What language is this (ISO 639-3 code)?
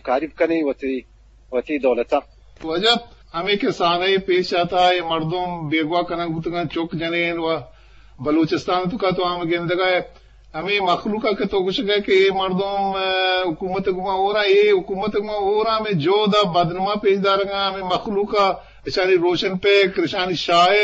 bgp